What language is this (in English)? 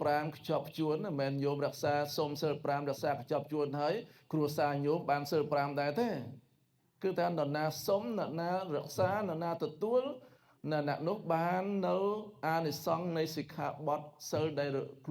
Khmer